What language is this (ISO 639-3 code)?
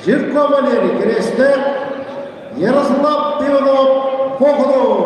sah